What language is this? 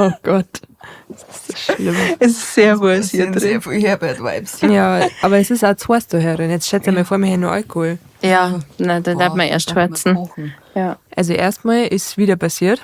Bavarian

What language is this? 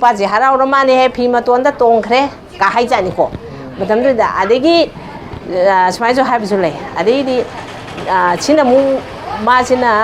Manipuri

